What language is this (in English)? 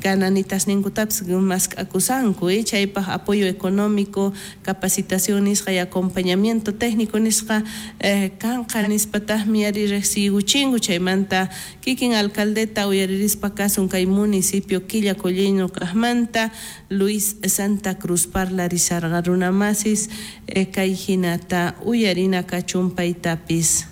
South Bolivian Quechua